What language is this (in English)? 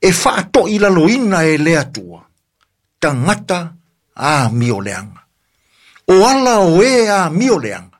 Samoan